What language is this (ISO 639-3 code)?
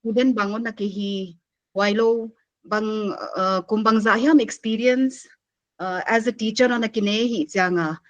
pck